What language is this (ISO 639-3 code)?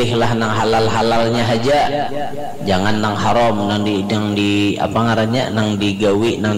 bjn